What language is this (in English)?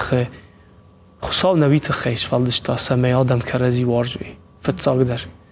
Ossetic